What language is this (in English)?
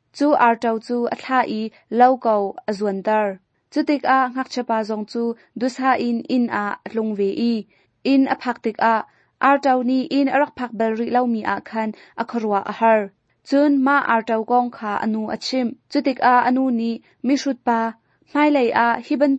Hakha Chin